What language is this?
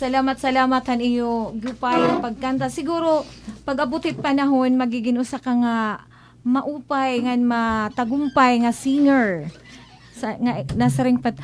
Waray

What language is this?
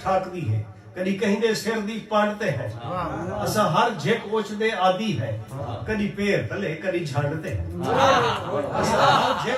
Saraiki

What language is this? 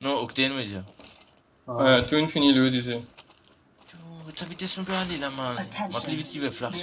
Morisyen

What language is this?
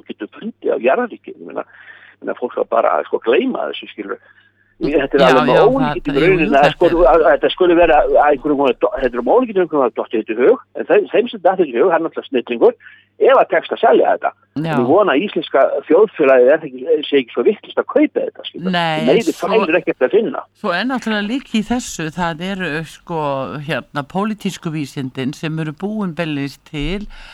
Icelandic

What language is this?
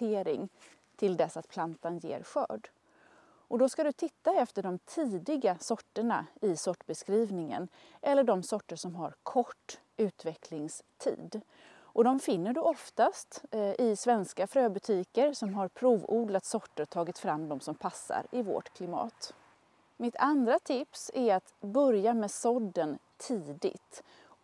Swedish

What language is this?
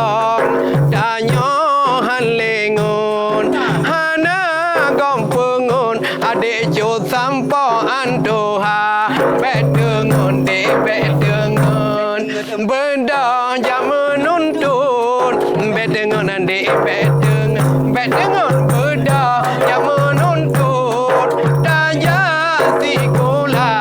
Achinese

